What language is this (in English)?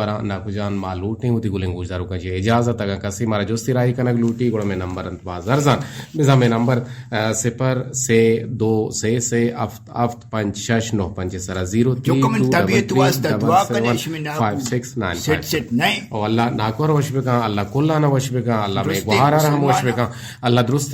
Eastern Balochi